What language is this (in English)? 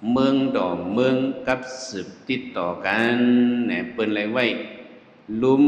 Shan